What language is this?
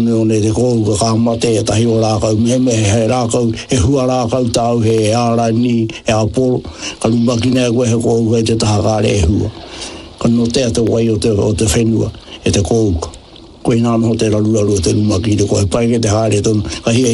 Māori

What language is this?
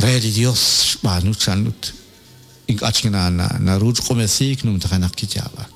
Kekchí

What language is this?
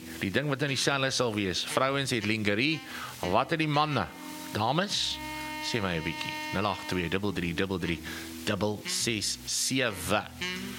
Afrikaans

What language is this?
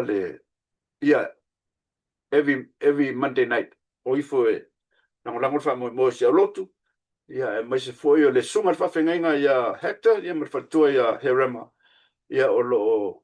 Samoan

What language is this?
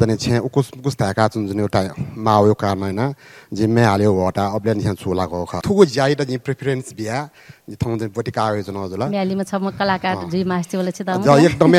Newari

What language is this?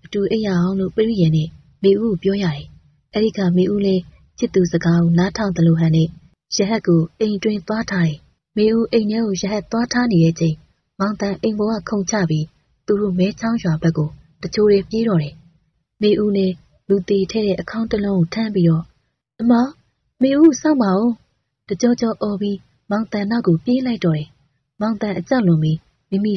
Burmese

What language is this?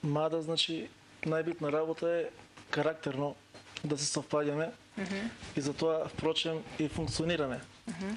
Macedonian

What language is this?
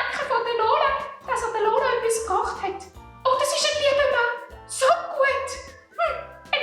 Swiss German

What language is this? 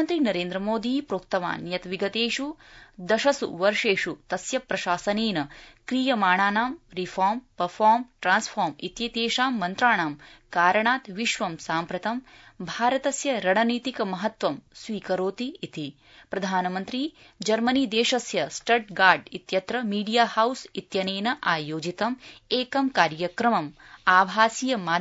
Sanskrit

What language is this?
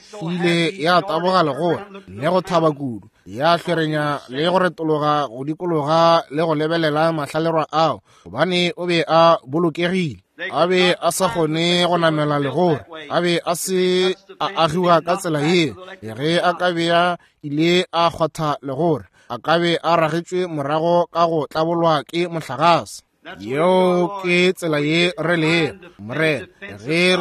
Northern Sotho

